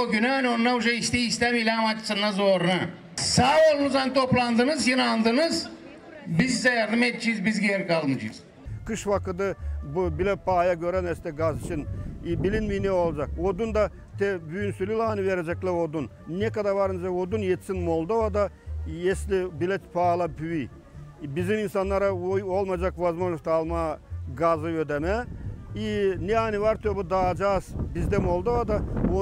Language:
Gagauz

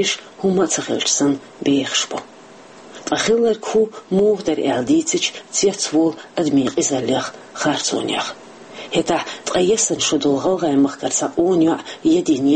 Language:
Chechen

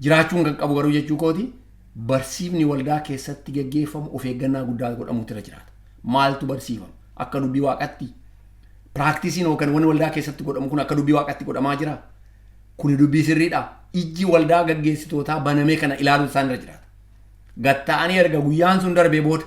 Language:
Oromo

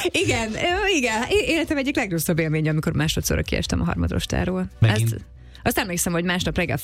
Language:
Hungarian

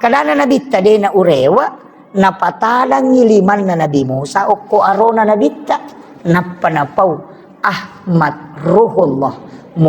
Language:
Buginese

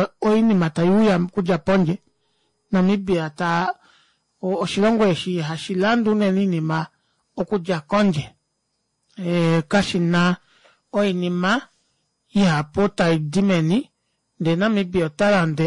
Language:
Kuanyama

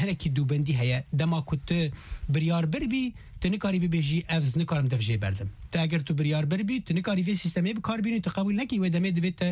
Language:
Kurdish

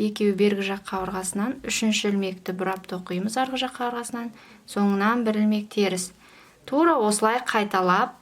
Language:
Kazakh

